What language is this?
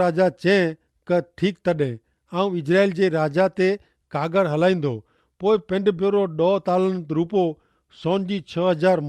Kachhi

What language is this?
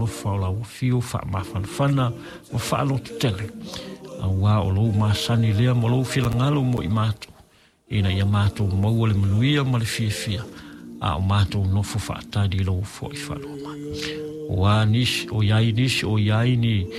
Samoan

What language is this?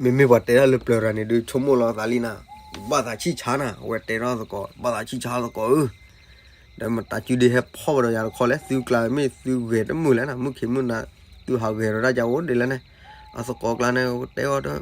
S'gaw Karen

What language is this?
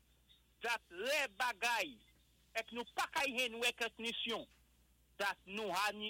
Saint Lucian Creole French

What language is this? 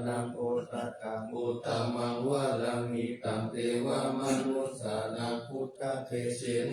Pali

